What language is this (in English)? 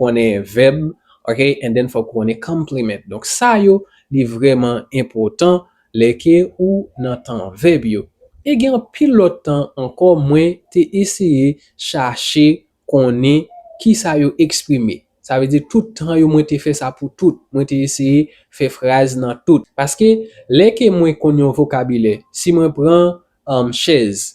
Haitian Creole